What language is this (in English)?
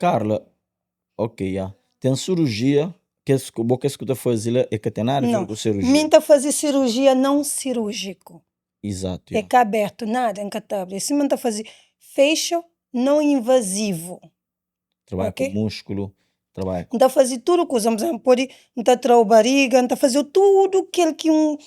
Kabuverdianu